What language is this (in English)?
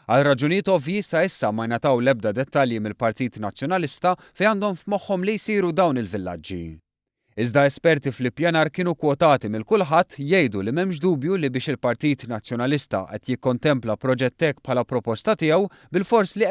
Maltese